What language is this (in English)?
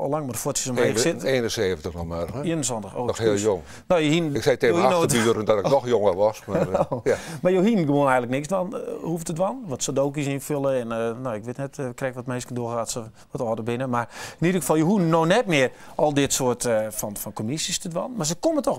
Western Frisian